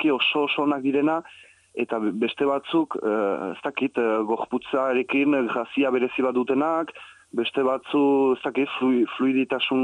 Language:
Basque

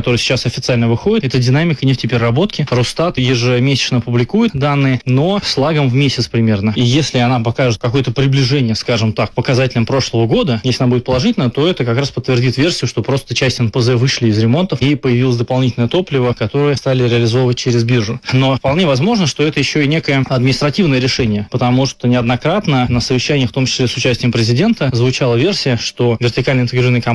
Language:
Russian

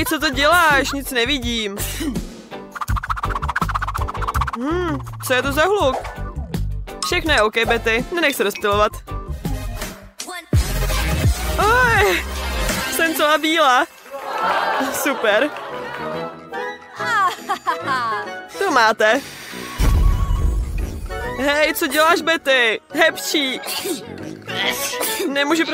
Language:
Czech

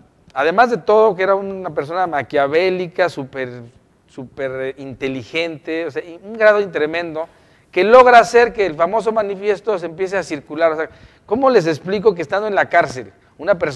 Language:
Spanish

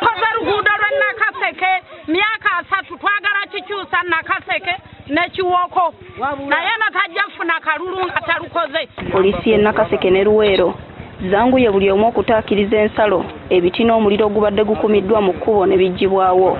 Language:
Ganda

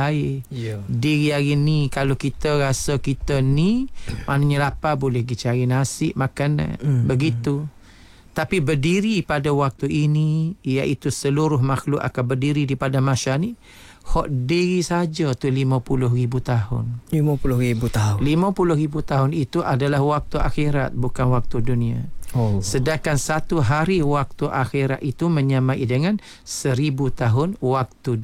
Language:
Malay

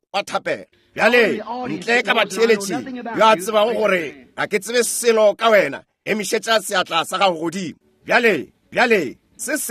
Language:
Northern Sotho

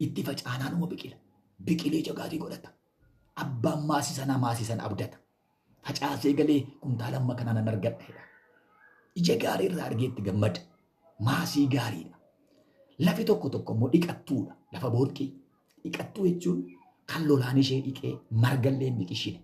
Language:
Oromo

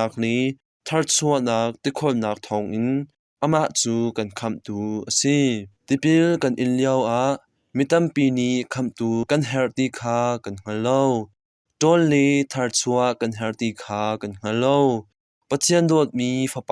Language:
Hakha Chin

